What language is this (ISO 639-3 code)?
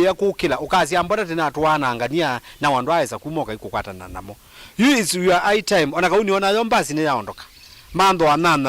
kam